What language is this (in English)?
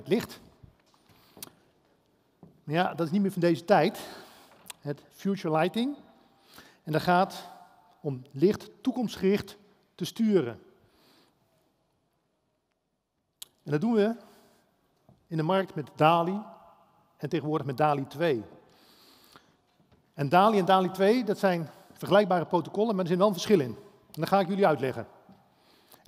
Dutch